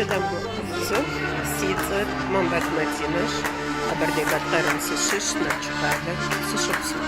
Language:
Kabardian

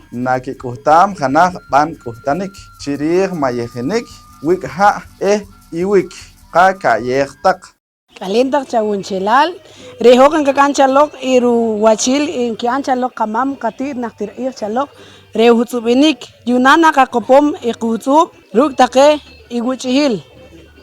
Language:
Poqomchi'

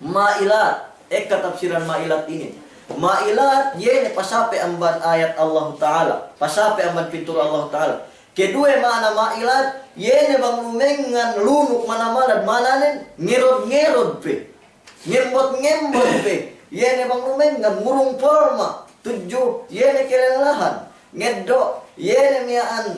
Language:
Yakan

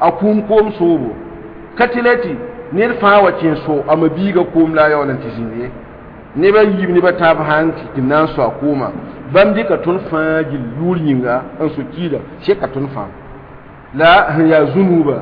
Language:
Mossi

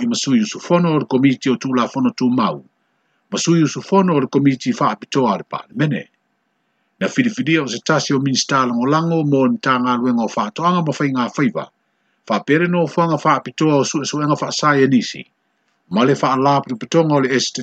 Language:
Samoan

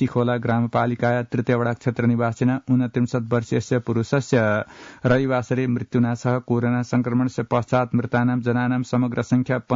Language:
Sanskrit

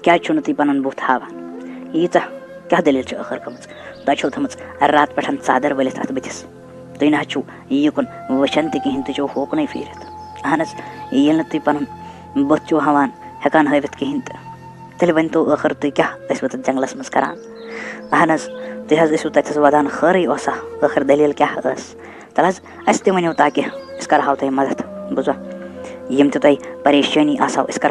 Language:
Kashmiri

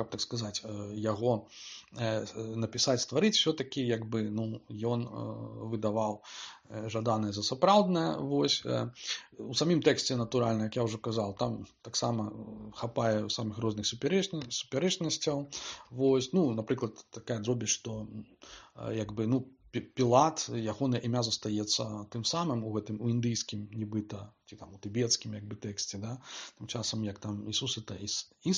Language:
Belarusian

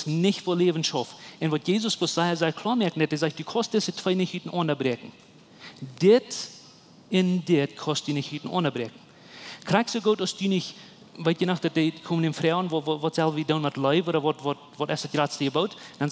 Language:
Plautdietsch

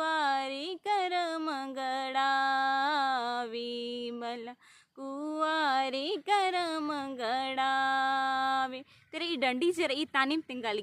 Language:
Kurukh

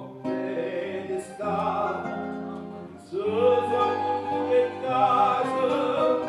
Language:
Neapolitan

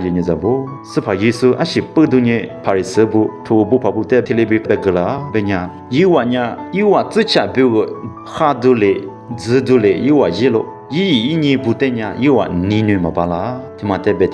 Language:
Lisu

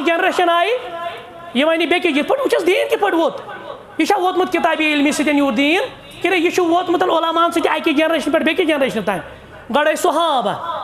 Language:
Kashmiri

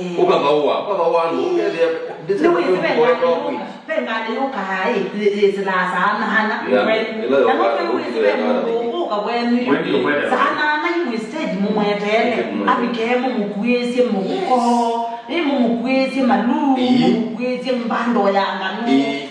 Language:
Kamba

